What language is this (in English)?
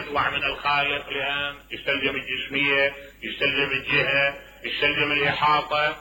Mesopotamian Arabic